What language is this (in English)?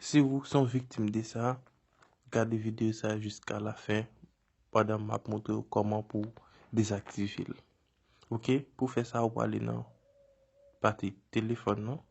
Haitian Creole